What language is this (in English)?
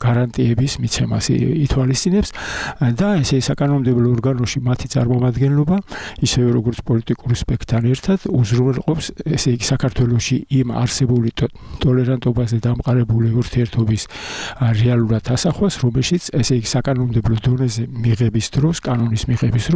Georgian